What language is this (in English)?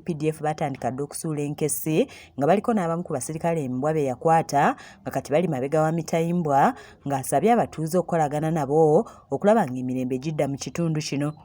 Ganda